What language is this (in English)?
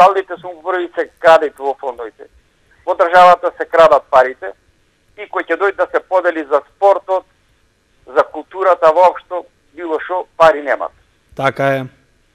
Macedonian